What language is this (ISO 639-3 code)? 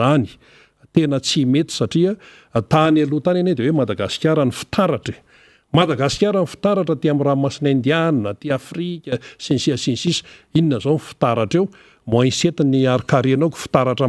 mlg